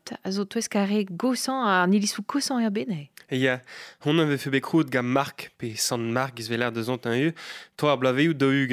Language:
Breton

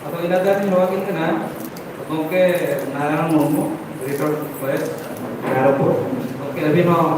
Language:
Santali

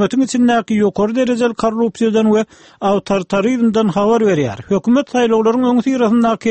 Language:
Turkmen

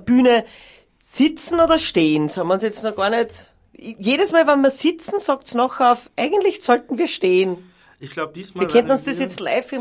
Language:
Bavarian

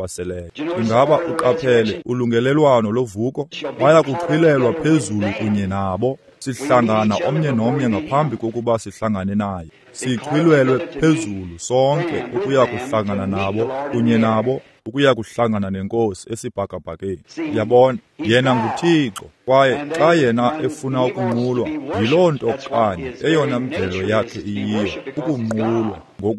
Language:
Xhosa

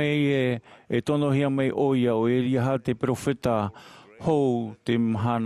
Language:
Tahitian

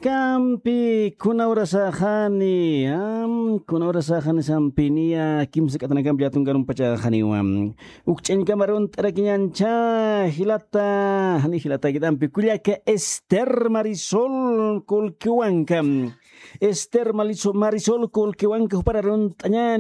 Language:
Aymara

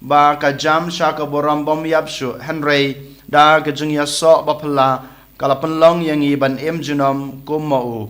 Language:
Khasi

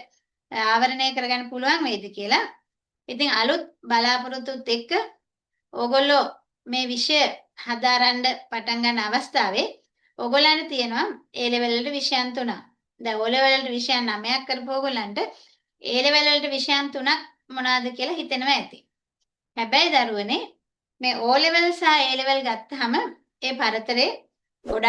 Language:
Sinhala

